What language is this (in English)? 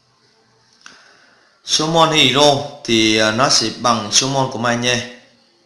Vietnamese